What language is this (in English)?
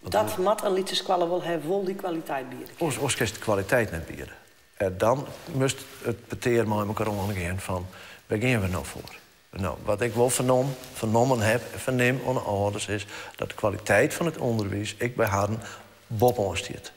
Western Frisian